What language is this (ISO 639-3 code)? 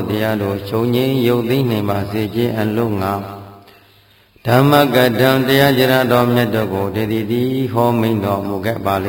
mya